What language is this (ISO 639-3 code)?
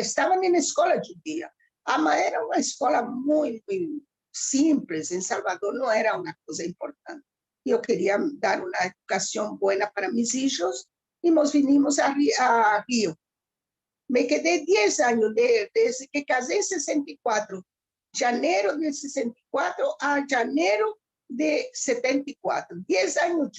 lad